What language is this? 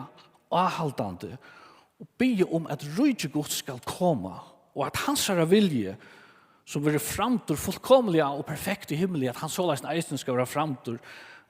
Faroese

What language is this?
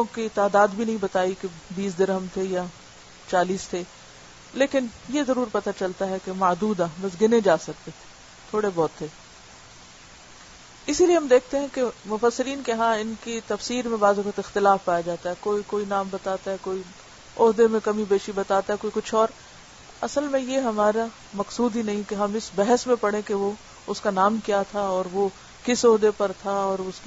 Urdu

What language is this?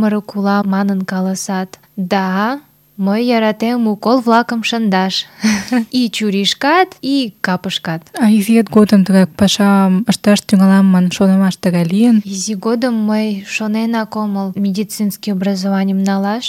Mari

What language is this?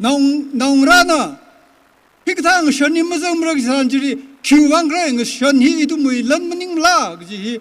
Tangkhul Naga (India)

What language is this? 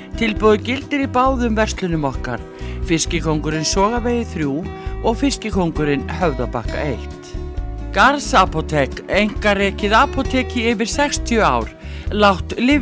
Icelandic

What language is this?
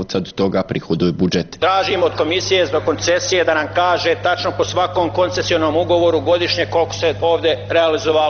Bosnian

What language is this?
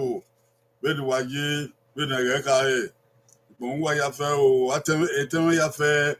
Bini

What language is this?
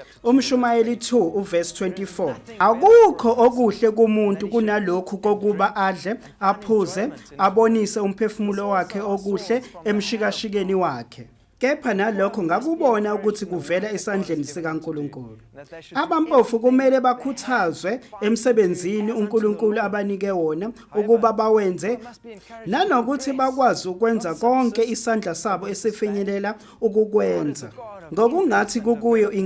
Zulu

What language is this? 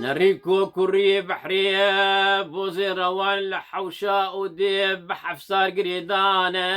Kurdish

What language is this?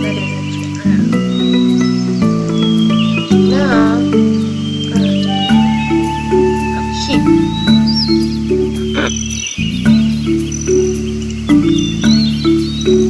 English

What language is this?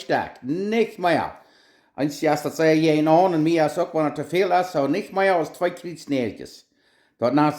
Plautdietsch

